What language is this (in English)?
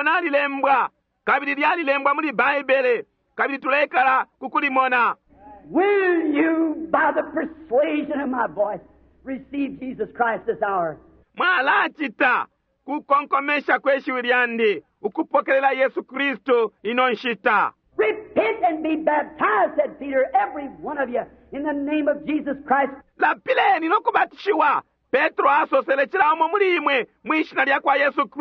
Bemba